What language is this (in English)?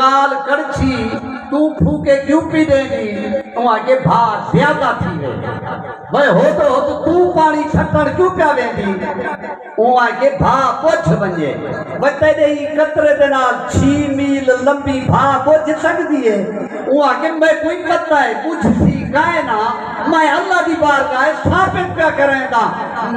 Saraiki